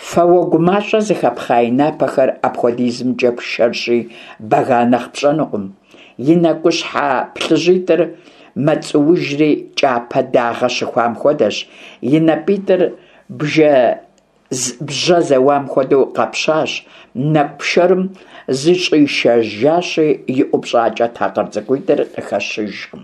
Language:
Kabardian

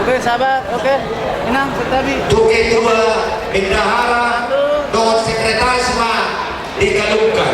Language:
Batak Toba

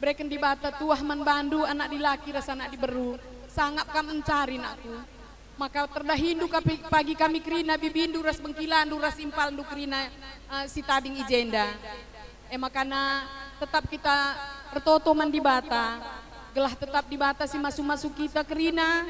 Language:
Batak Karo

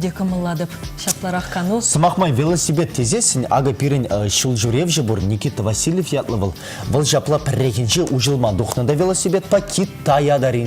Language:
Chuvash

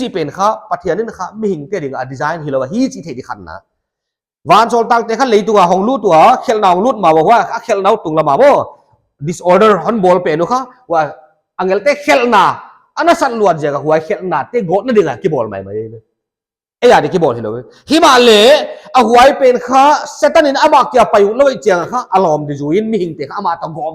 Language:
Paite Chin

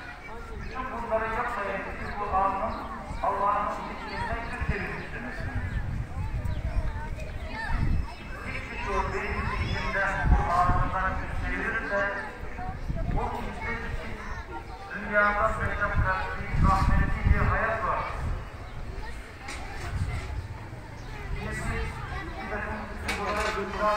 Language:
Turkish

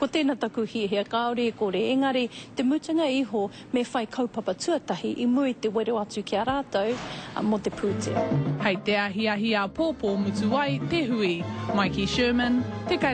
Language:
Māori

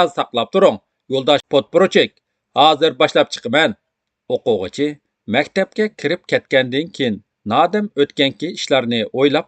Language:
Uyghur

